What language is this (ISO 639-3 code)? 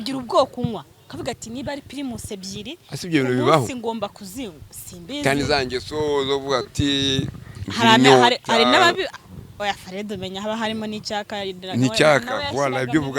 kin